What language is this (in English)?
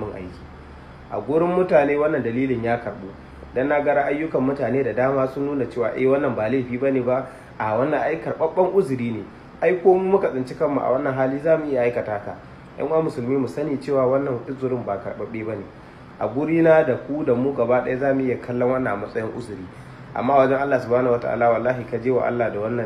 Hausa